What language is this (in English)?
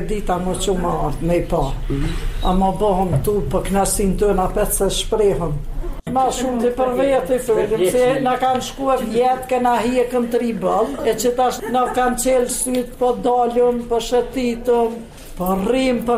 Albanian